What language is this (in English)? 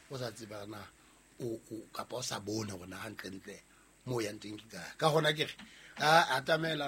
Southern Sotho